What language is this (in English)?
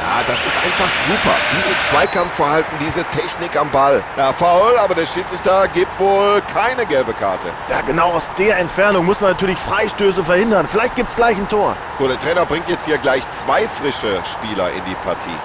Bavarian